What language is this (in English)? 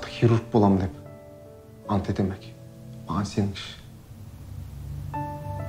Kazakh